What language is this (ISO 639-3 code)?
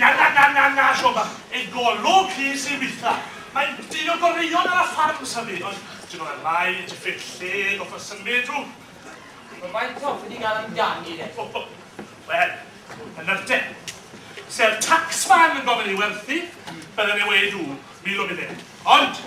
cym